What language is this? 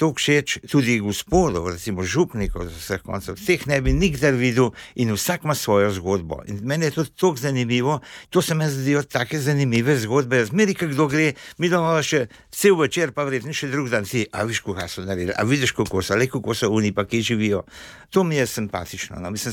Slovenian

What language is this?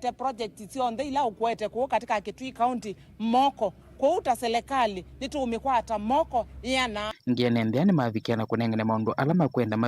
Kamba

